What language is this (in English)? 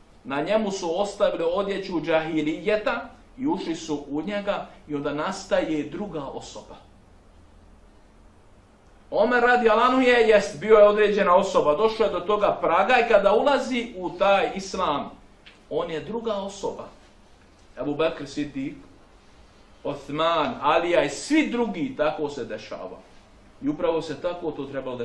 Bosnian